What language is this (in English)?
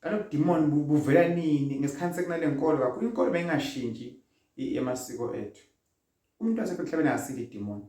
Zulu